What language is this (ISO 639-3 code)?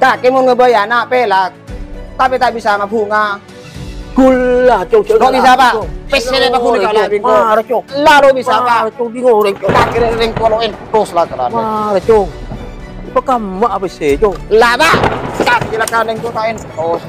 mad